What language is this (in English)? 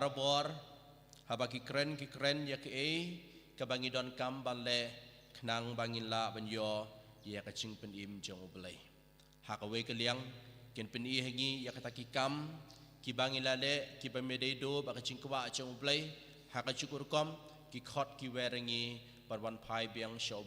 Khasi